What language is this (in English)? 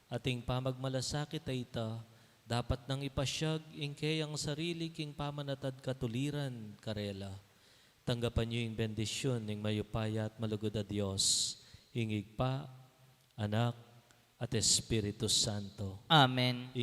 Pampanga